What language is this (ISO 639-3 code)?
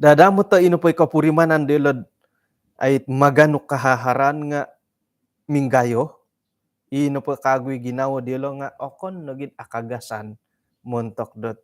dtp